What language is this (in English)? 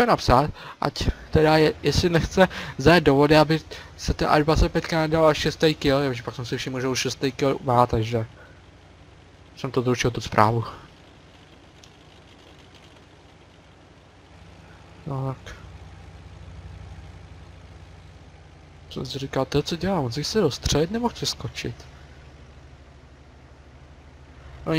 Czech